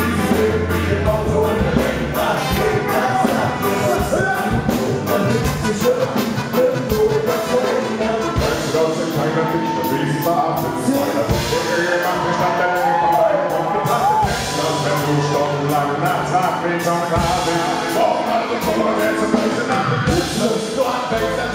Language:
German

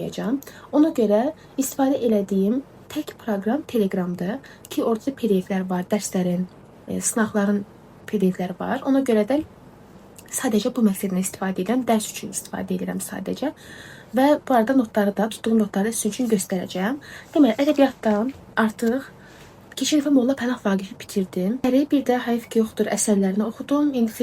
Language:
Azerbaijani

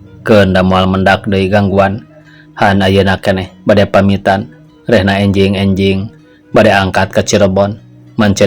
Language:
Sundanese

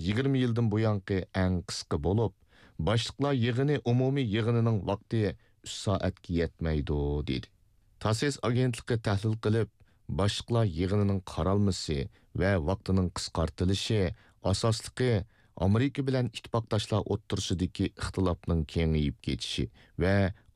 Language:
Uyghur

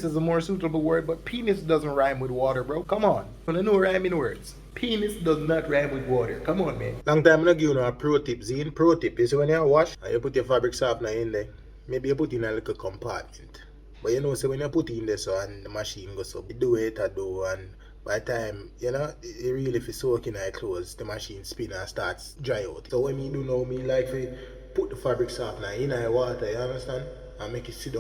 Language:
Jamaican Creole English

